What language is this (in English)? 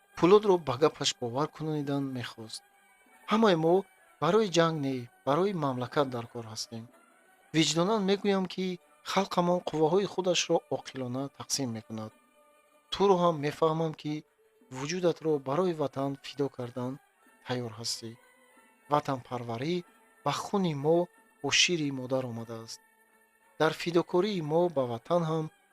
Tajik